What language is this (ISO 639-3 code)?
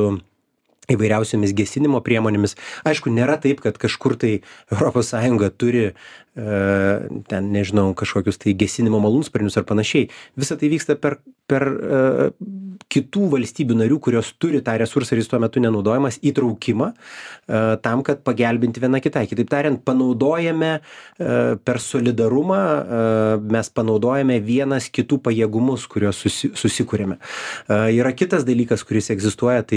lit